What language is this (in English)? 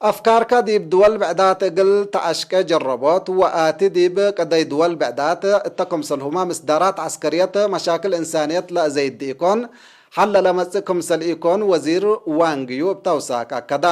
Tigre